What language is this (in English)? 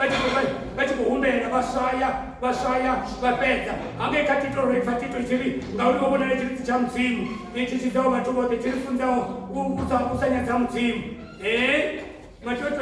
Venda